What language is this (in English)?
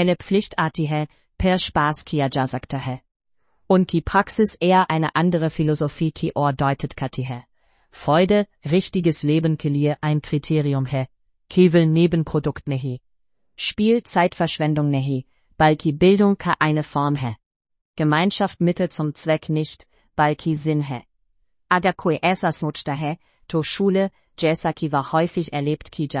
Estonian